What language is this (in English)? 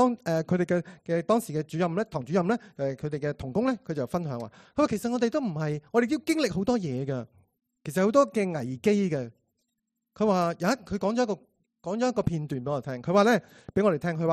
Cantonese